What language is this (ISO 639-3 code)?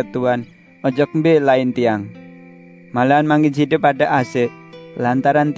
sas